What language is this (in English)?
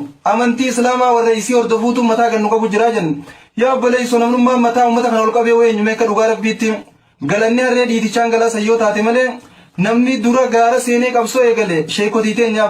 Oromo